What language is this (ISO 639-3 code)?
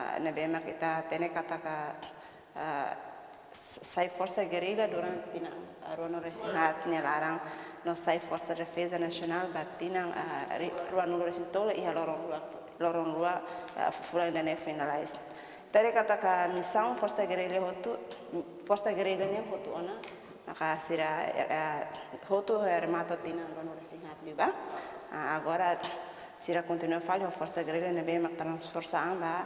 tet